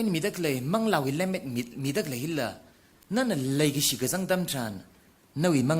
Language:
Tangkhul Naga (India)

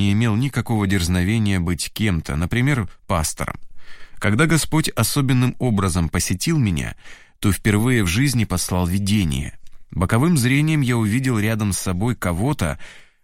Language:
Russian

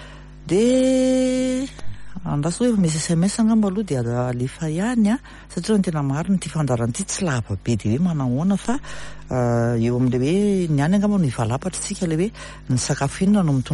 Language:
Malagasy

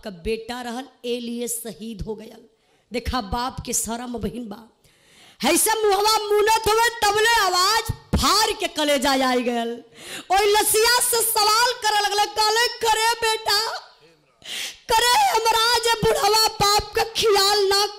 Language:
Bhojpuri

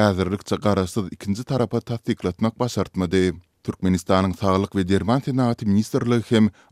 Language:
Turkmen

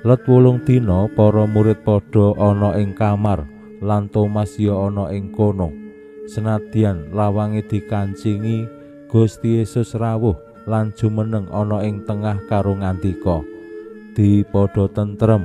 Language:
Javanese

